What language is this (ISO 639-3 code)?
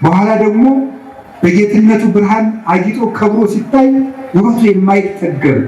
amh